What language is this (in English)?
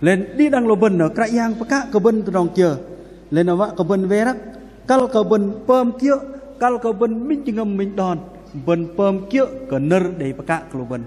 Bahnar